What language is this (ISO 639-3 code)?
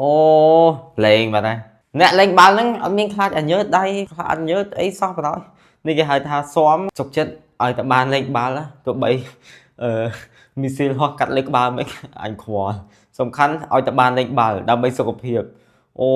khm